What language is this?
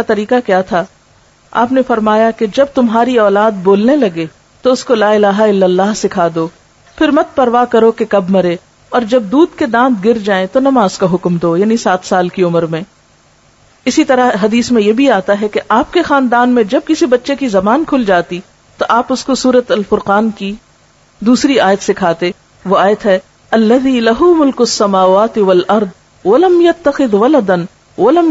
Urdu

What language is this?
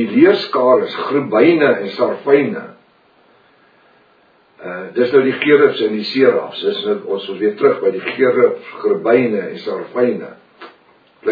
Afrikaans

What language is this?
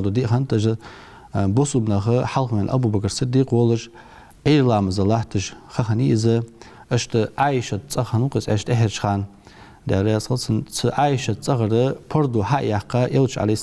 Ingush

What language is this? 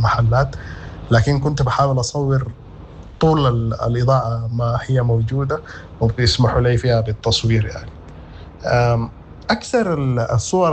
Sudanese Arabic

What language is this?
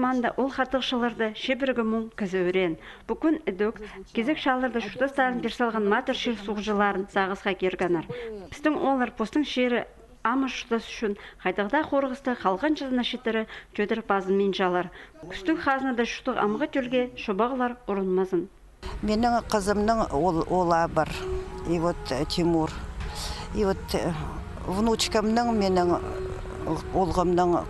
Khakas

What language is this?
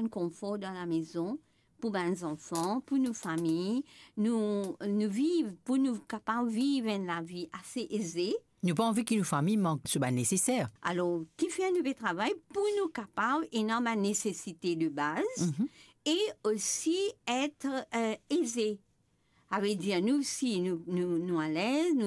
Morisyen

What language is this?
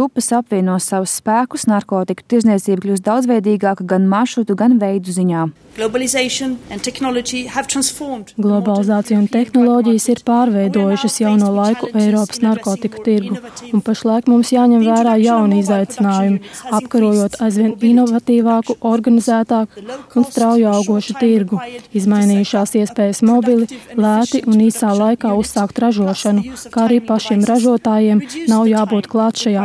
Latvian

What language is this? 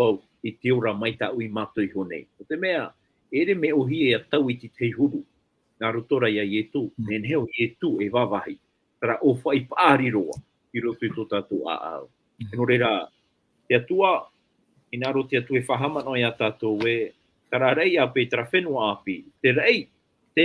Tahitian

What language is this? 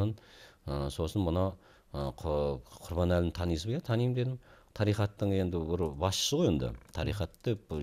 Kazakh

